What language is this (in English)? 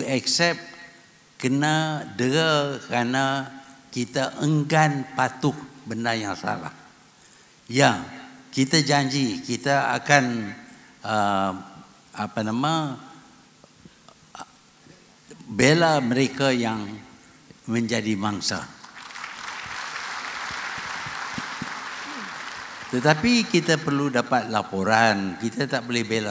Malay